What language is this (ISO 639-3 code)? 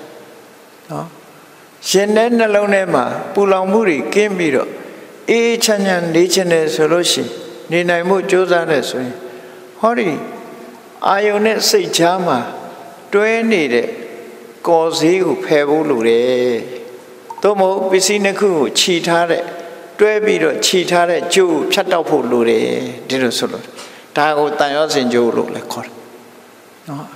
mya